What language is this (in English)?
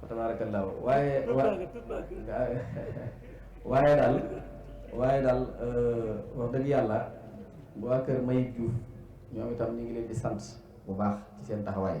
Wolof